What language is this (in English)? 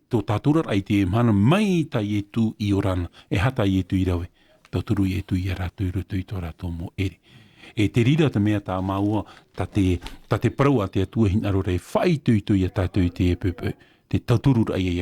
Tahitian